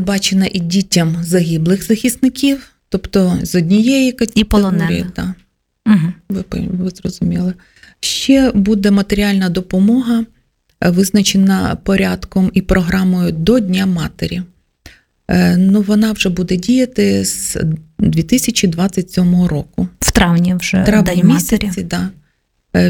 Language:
Ukrainian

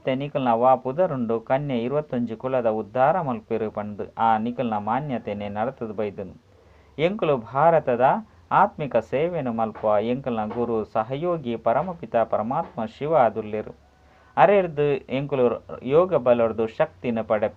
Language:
Tulu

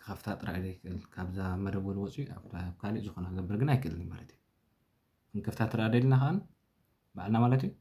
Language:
Tigrinya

